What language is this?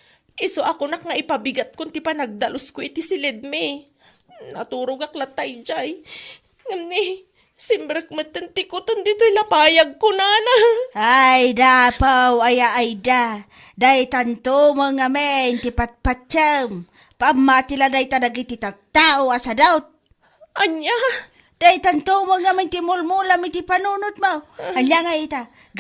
Iloko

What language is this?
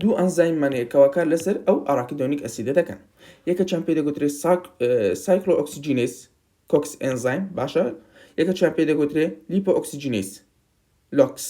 Central Kurdish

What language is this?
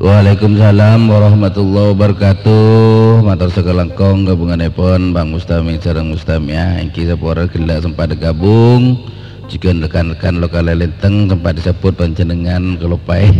Madurese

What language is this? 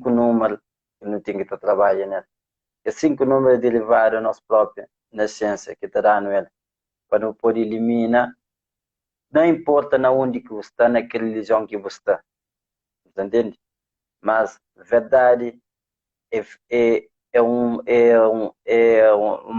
Kabuverdianu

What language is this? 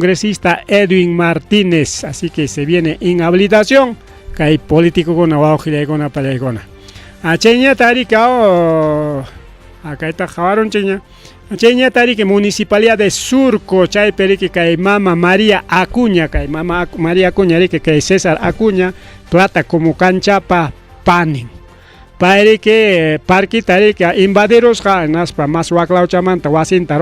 Ayacucho Quechua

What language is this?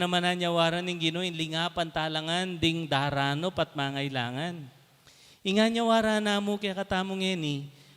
Pampanga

